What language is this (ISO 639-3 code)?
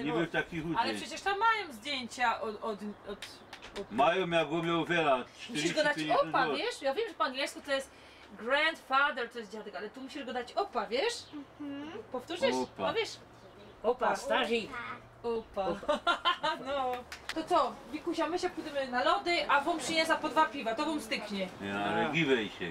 szl